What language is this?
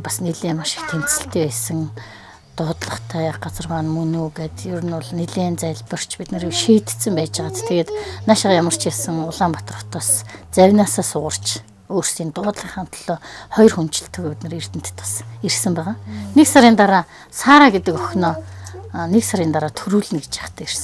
Mongolian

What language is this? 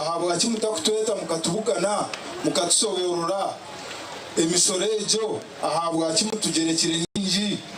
Nyankole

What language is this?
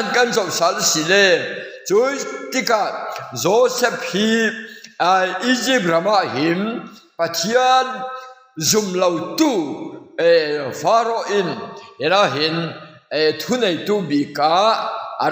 Falam Chin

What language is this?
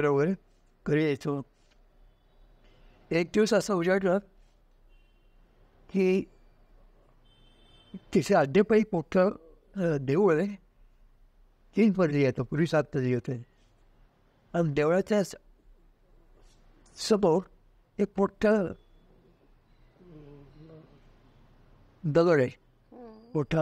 Marathi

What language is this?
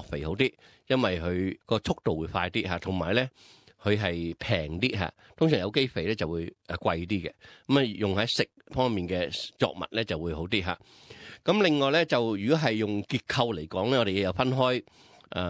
Cantonese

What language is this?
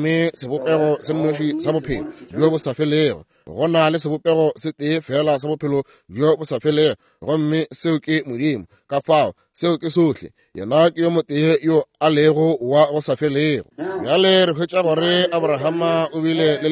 Northern Sotho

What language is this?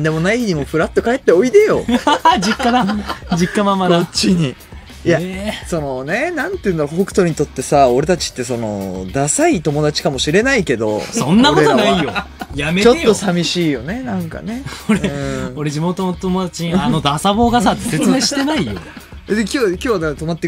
Japanese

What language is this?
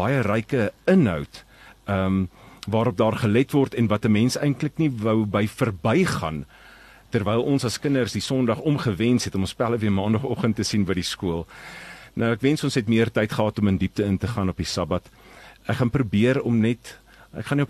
Afrikaans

